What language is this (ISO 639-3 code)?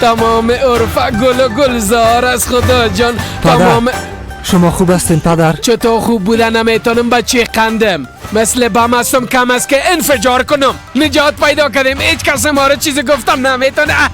fas